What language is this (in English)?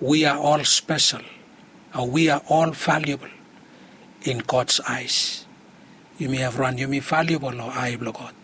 Bislama